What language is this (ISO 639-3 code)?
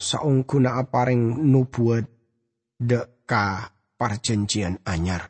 mad